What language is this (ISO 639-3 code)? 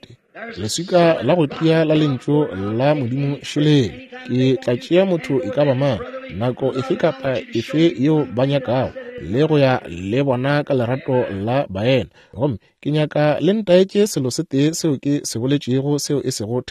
nso